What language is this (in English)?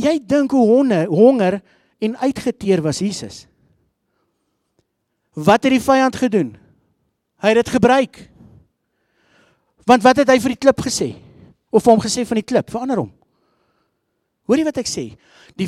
Afrikaans